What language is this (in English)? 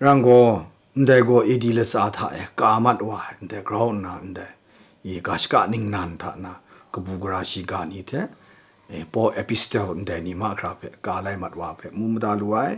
Kachin